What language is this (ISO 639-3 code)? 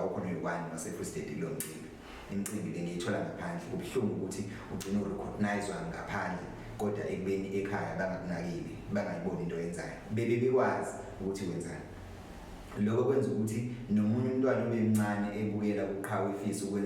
zul